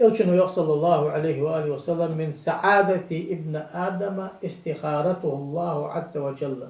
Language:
Ingush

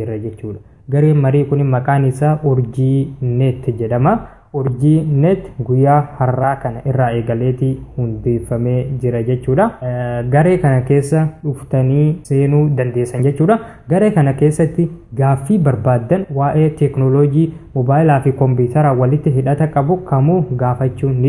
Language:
Oromo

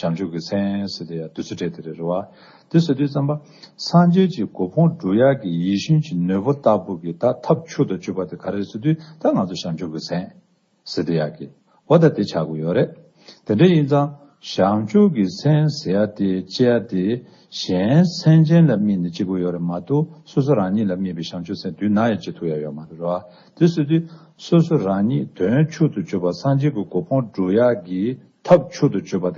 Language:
Tibetan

